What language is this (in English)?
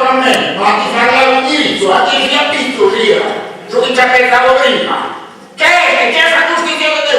Sardinian